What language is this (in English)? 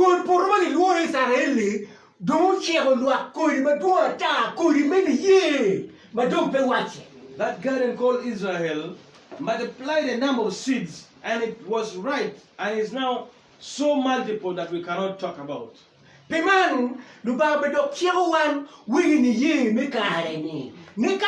Acoli